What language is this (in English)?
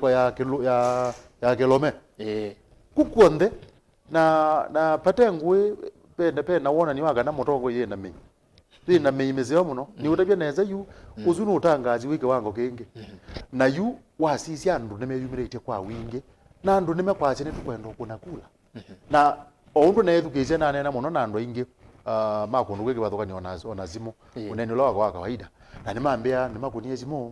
Kamba